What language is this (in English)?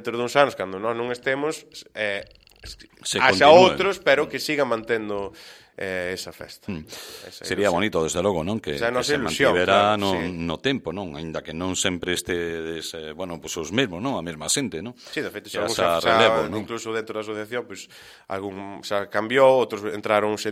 Galician